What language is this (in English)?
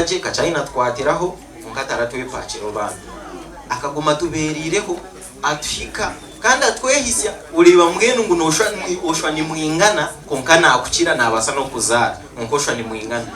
Nyankole